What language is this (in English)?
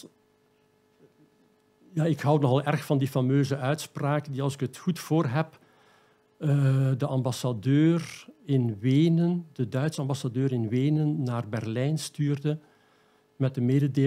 Dutch